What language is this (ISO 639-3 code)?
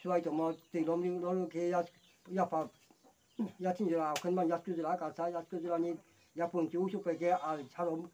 ria